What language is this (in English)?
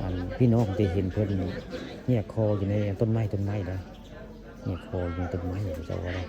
Northeastern Thai